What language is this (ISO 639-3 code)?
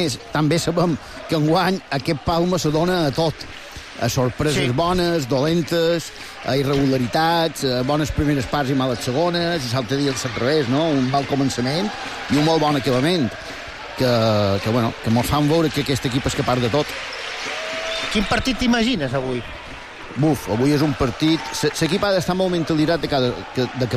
cat